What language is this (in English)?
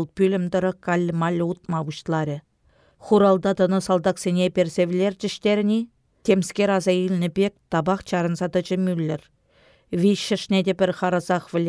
Chuvash